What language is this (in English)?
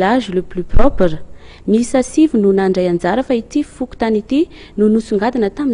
Malagasy